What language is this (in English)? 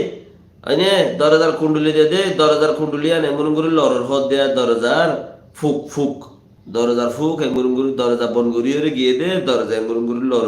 Rohingya